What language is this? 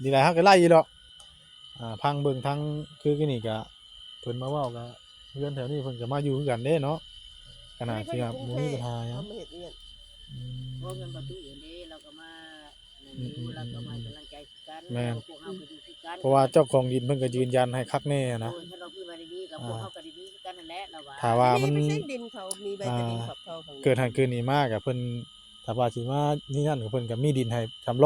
Northeastern Thai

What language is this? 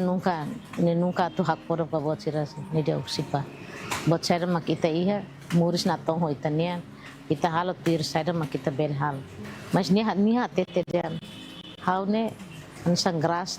Tetum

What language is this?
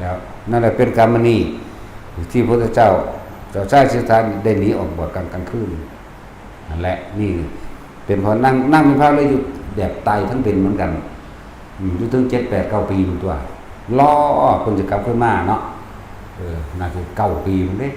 Northeastern Thai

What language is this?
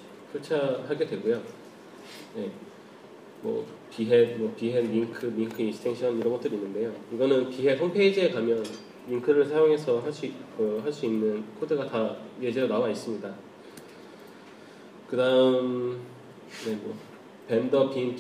Korean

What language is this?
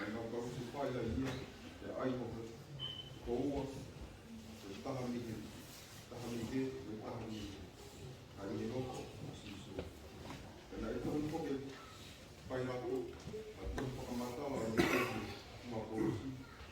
Tongan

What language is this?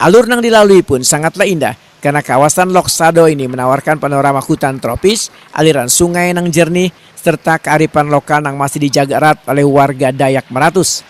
Banjar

